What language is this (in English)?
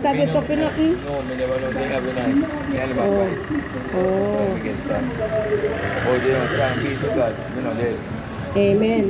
Jamaican Creole English